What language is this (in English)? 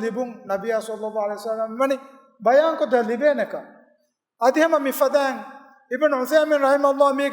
Divehi